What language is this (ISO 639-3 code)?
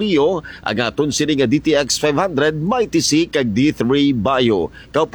hil